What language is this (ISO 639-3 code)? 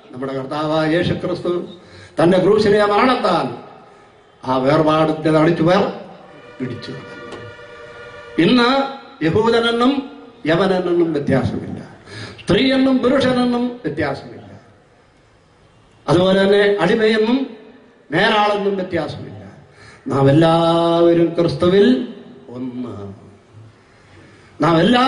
mal